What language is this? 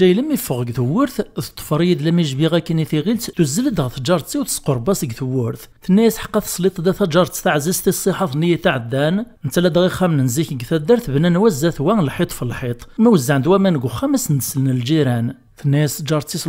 Kabyle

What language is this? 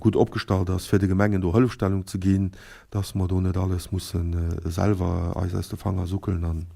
Luxembourgish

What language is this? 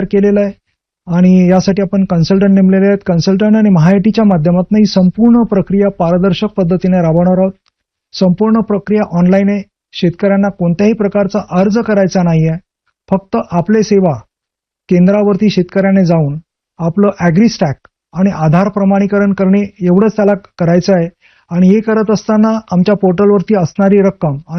Marathi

